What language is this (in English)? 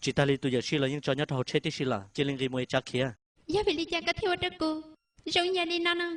Hmong